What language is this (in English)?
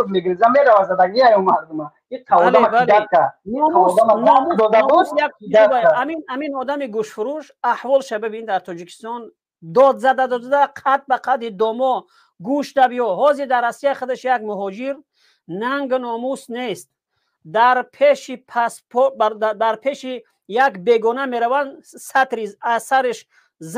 Tajik